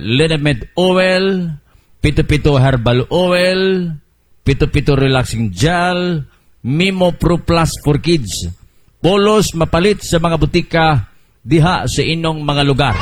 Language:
Cebuano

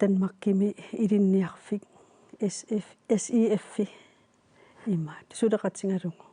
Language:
Kalaallisut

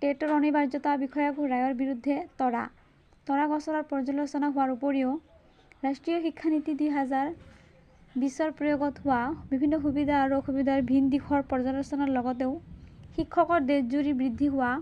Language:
Assamese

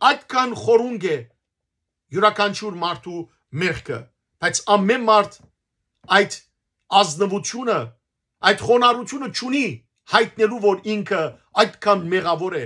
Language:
Western Armenian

